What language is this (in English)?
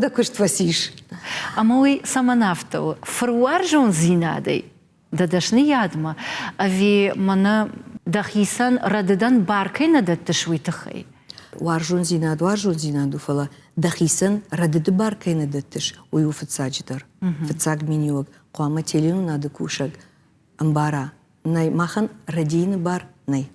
Ossetic